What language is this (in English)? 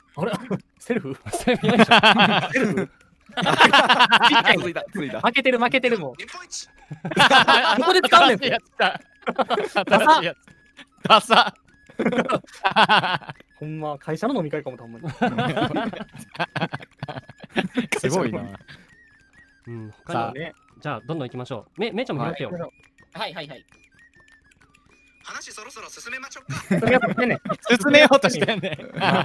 Japanese